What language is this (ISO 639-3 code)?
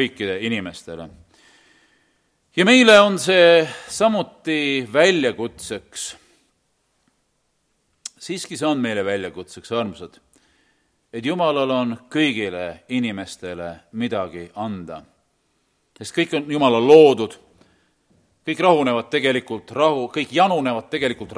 est